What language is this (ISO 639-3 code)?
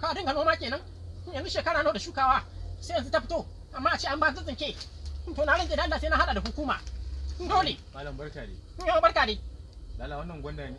hau